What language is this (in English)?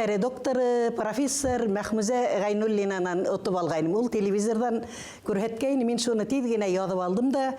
Bashkir